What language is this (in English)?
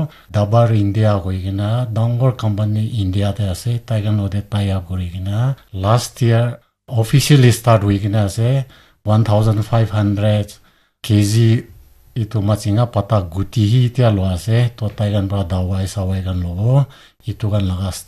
Naga Pidgin